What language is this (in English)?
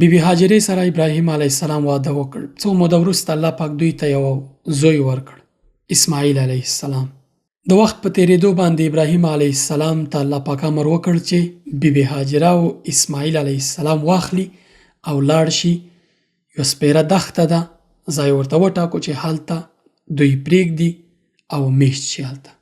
Pashto